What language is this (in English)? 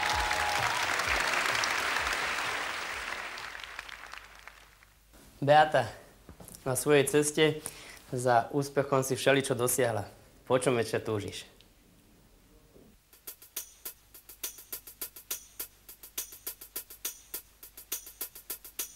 Slovak